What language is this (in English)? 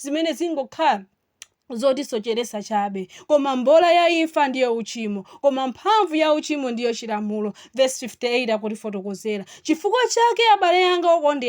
Nyanja